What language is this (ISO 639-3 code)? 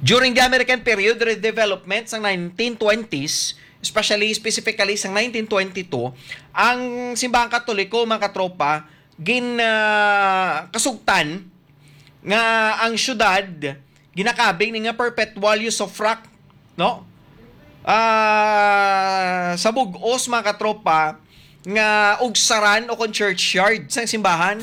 hil